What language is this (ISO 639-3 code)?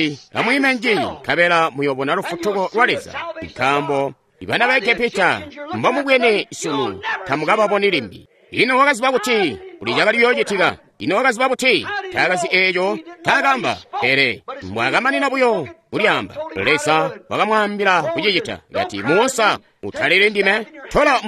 toi